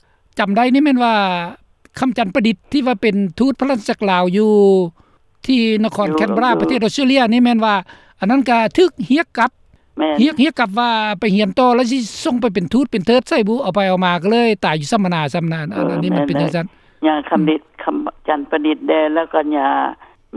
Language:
Lao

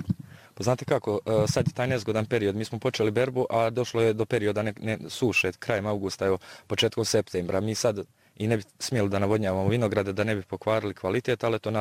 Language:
Bosnian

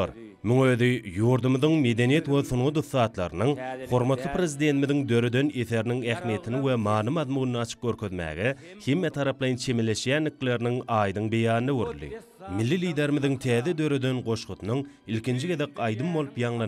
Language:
Turkmen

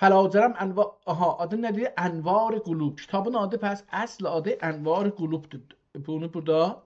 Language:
South Azerbaijani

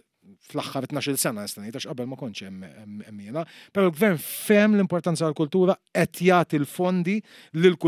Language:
Maltese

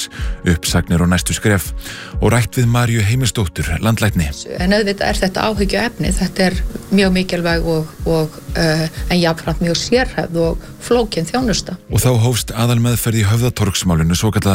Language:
Icelandic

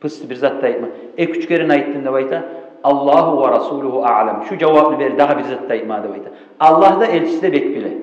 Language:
Kumyk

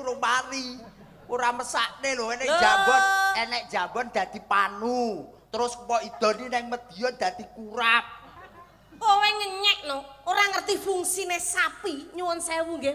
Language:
Javanese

